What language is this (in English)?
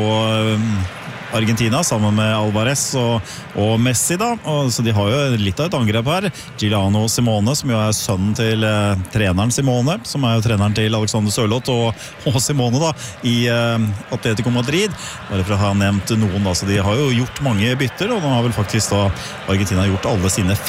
Norwegian